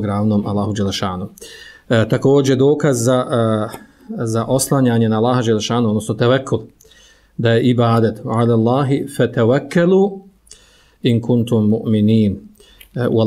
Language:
Bosnian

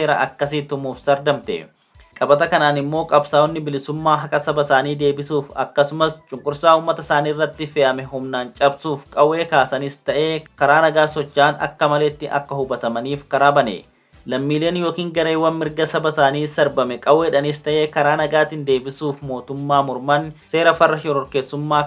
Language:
Oromo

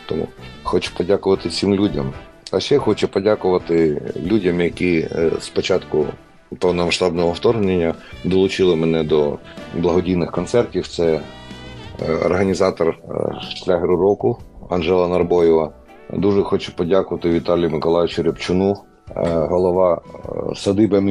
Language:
Ukrainian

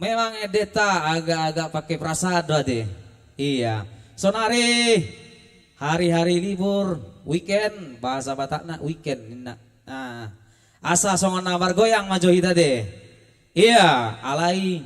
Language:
Batak Toba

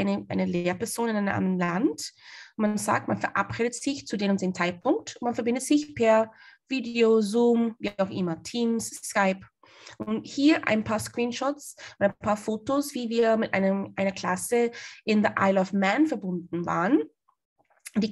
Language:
German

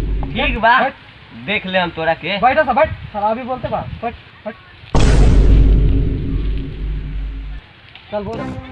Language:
Bhojpuri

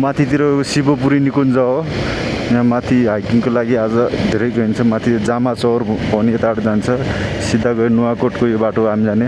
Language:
Nepali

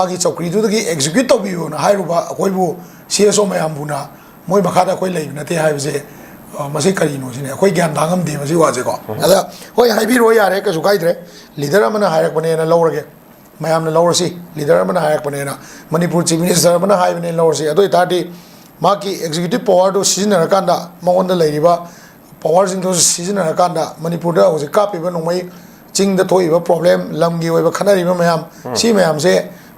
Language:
Manipuri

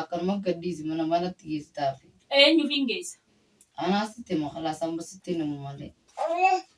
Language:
Oromo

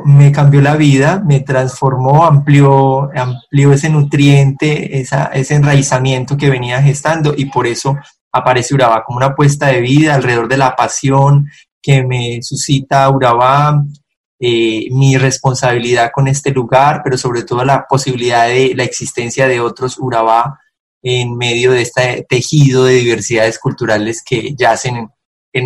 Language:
Spanish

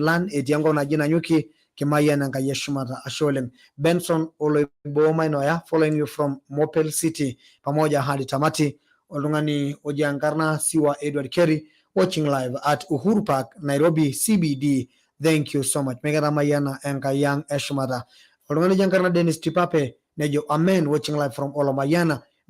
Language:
Masai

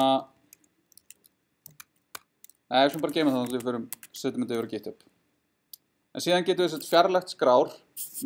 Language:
Icelandic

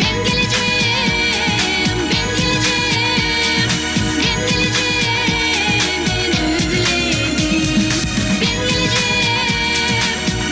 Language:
Gagauz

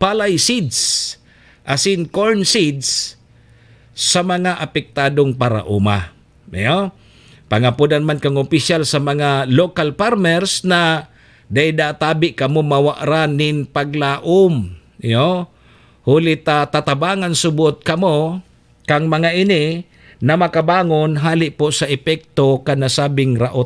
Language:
Bikol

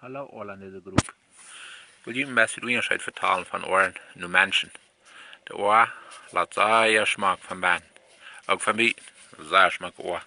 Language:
Plautdietsch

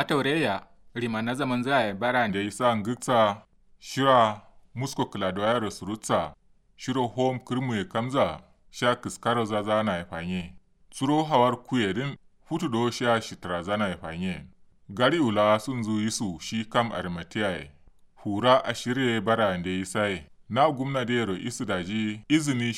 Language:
Kanuri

